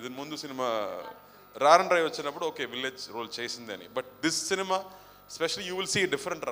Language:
Telugu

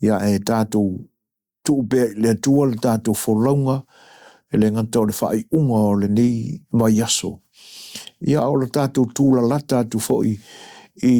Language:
Samoan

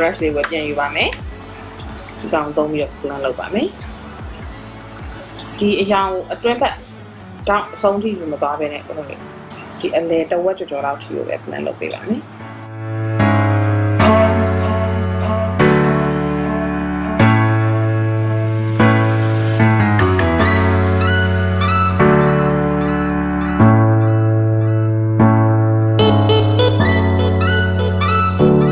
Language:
Burmese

